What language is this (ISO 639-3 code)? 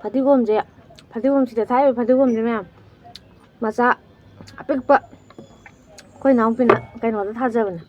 mni